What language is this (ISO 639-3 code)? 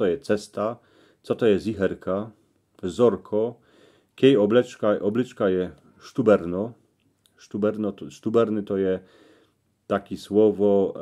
szl